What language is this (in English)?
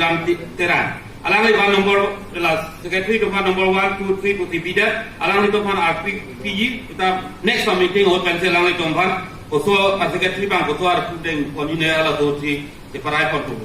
Karbi